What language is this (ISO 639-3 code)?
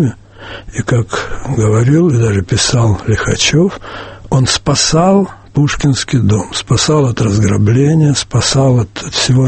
rus